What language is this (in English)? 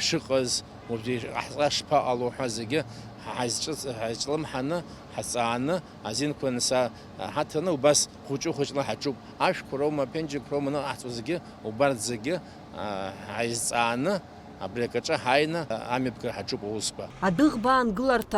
Abkhazian